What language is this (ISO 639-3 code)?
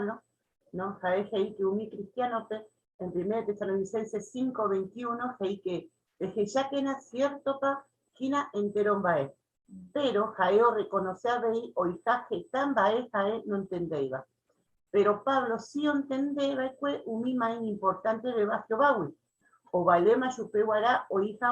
grn